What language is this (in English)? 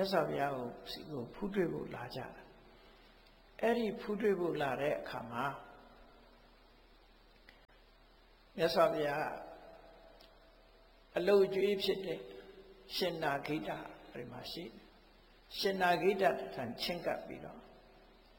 Burmese